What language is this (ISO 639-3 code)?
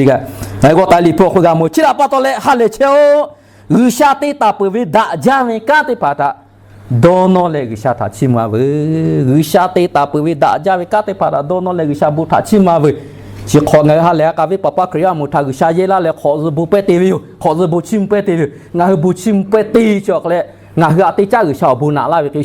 lhu